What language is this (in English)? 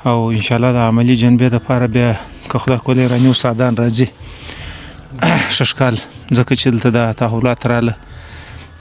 Pashto